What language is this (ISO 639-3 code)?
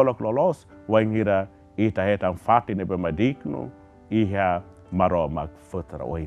tet